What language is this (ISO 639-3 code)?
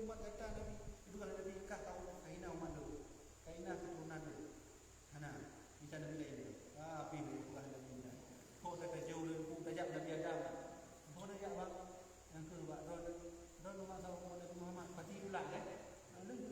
ace